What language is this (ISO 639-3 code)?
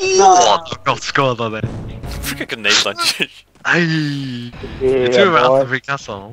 fao